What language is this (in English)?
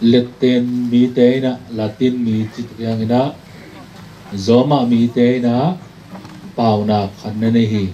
Tedim Chin